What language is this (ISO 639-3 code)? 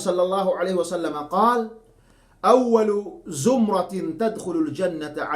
yka